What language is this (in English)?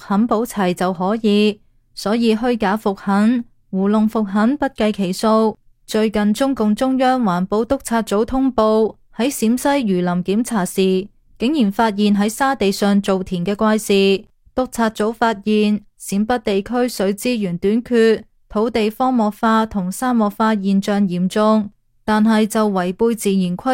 Cantonese